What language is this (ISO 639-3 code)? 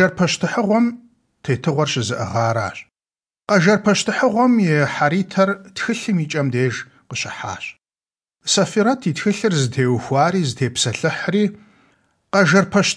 kbd